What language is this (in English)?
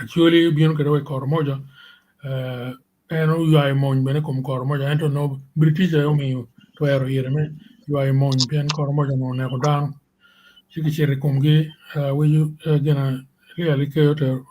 Acoli